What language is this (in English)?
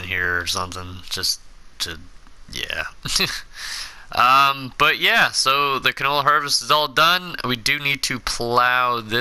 English